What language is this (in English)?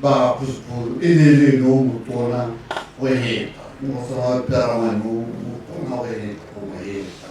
Tswana